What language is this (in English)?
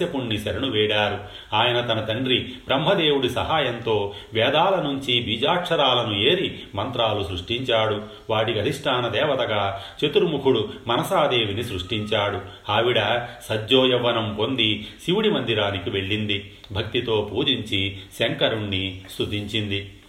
Telugu